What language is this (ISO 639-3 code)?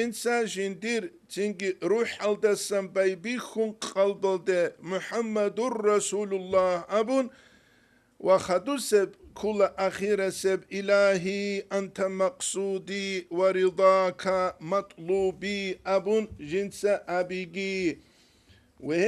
ava